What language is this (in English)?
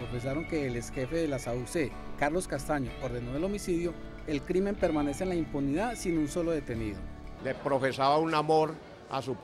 Spanish